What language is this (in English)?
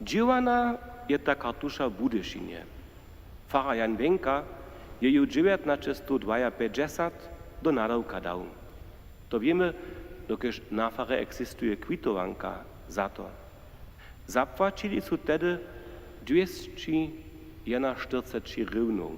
Upper Sorbian